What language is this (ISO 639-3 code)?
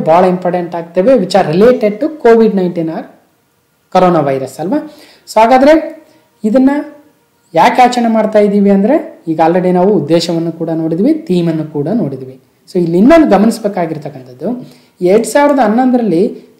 kan